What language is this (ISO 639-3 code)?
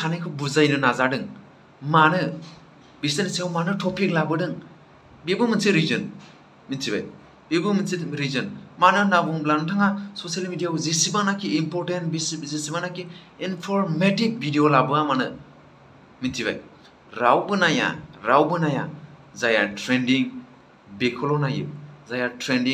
brx